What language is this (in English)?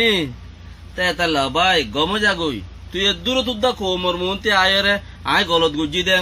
Rohingya